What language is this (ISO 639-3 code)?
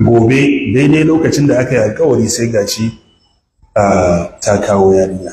hau